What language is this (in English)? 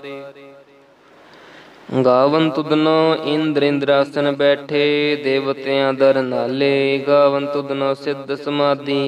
Punjabi